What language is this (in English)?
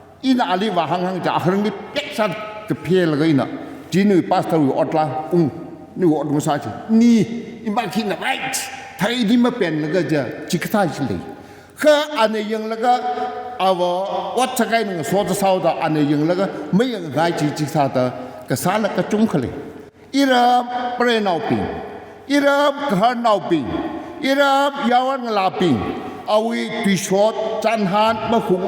Tangkhul Naga (India)